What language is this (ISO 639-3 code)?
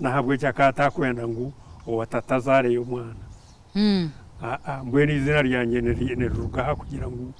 nyn